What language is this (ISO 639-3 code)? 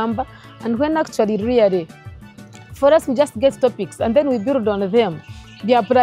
nyn